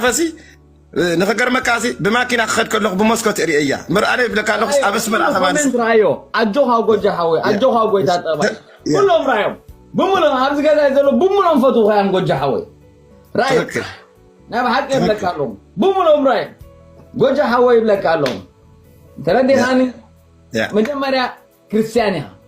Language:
Tigrinya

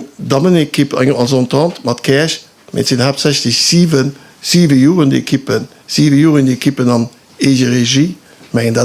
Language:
Luxembourgish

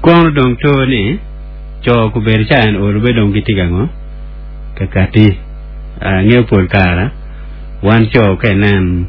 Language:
Acoli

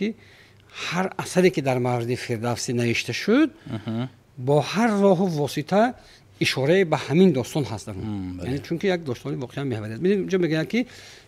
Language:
Tajik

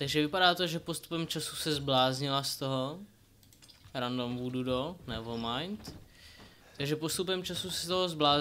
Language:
Czech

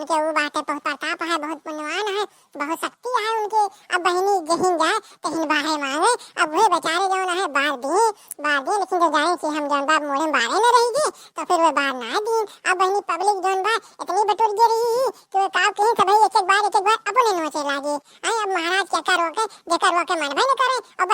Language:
Awadhi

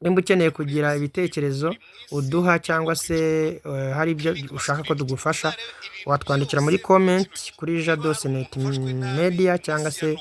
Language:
Kinyarwanda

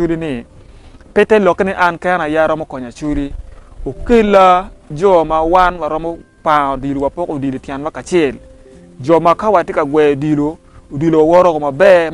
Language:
Acoli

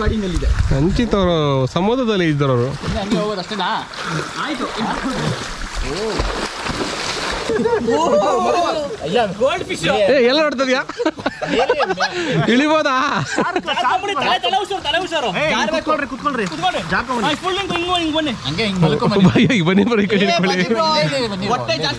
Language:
Kannada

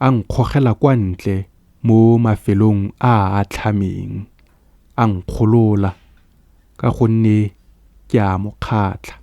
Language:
Tswana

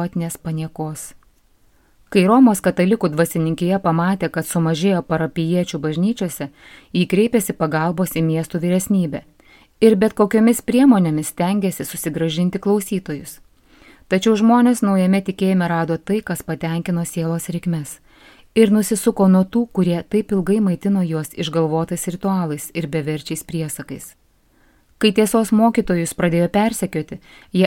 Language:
Lithuanian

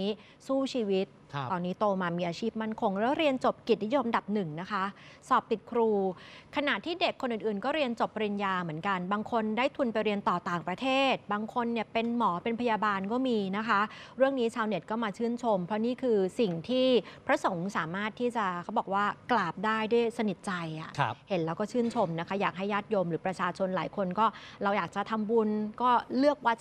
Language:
Thai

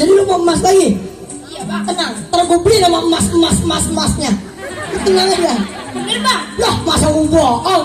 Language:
Betawi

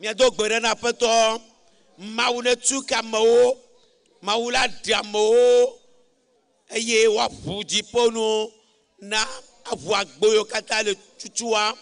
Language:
Ewe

